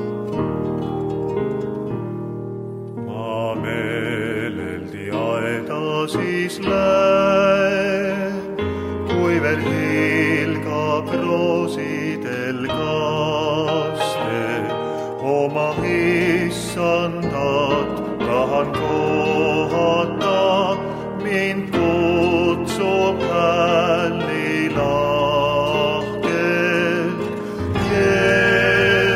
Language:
Estonian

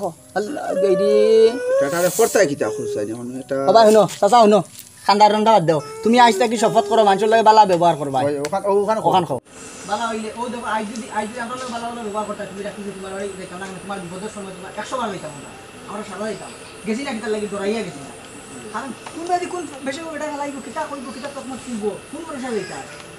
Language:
Sylheti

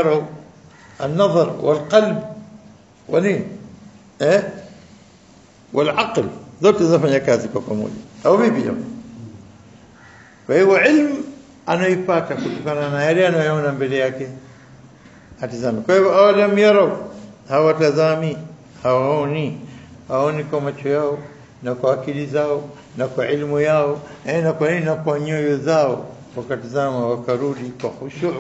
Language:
Swahili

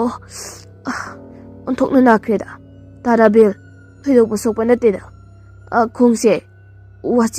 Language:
Manipuri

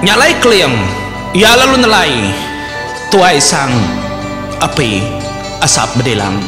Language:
Iban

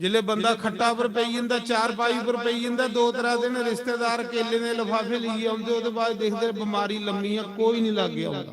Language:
Dogri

